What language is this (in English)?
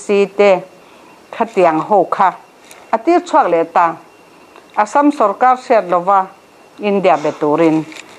Mizo